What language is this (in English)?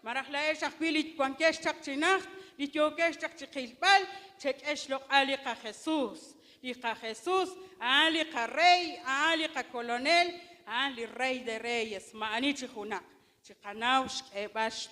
Kekchí